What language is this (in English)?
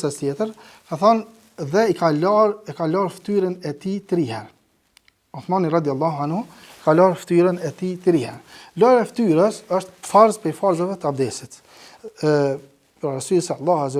Albanian